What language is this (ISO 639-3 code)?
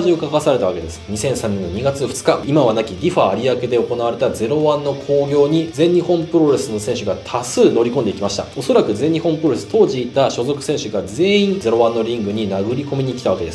jpn